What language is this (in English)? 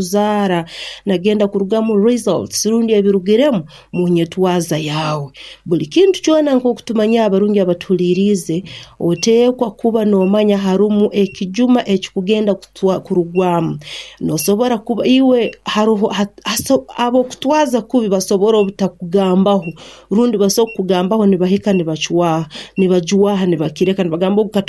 Nyankole